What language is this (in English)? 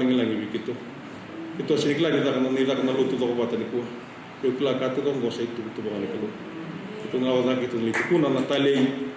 Fijian